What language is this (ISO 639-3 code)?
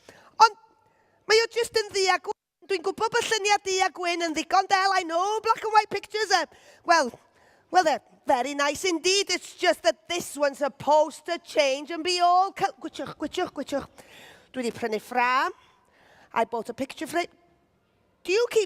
cym